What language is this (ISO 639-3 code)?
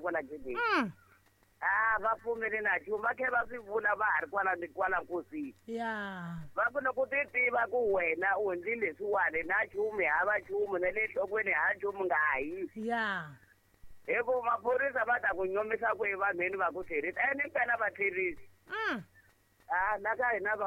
tso